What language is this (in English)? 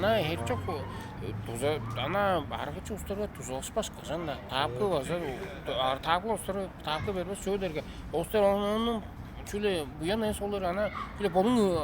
Tuvinian